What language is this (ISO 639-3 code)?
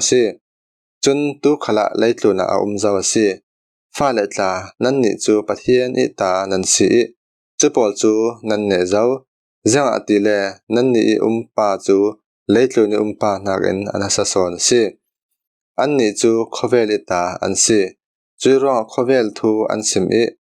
cfm